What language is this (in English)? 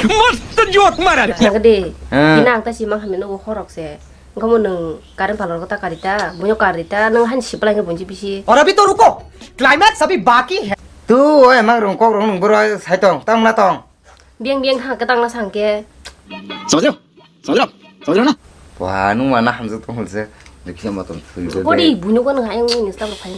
Kok Borok